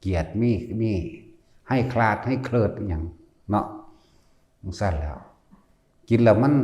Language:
Northeastern Thai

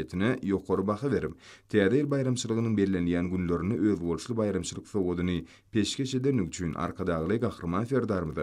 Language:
Turkmen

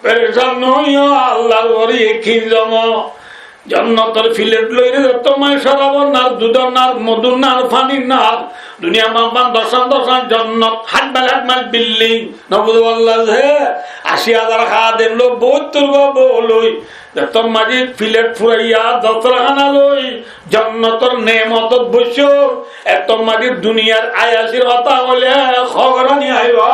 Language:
Rohingya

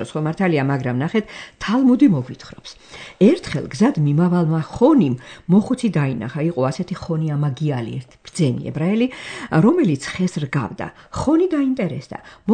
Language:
Georgian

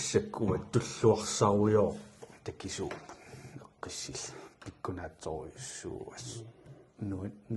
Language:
Kalaallisut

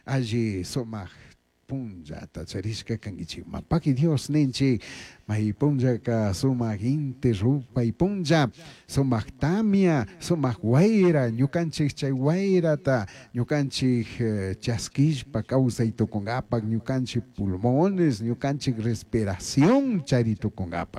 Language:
Chimborazo Highland Quichua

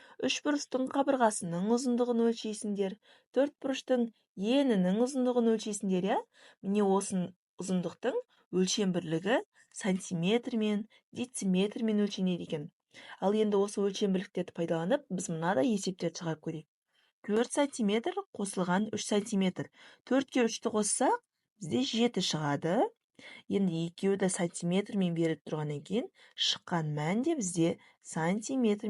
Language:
Kazakh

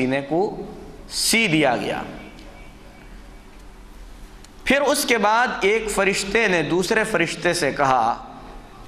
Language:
Urdu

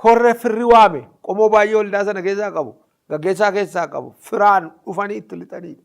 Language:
Oromo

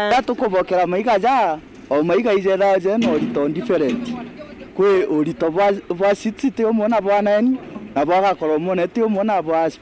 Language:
Meru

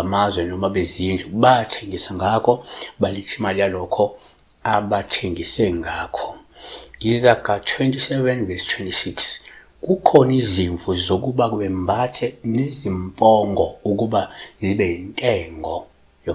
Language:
Zulu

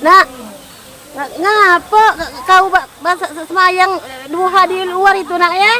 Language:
Musi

